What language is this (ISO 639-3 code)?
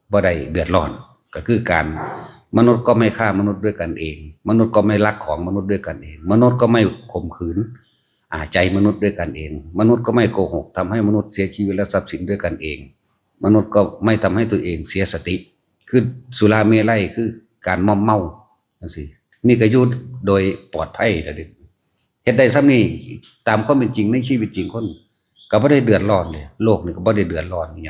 tts